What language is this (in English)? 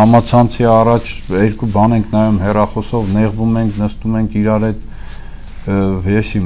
Armenian